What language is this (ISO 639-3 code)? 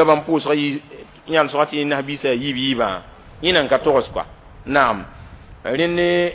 mos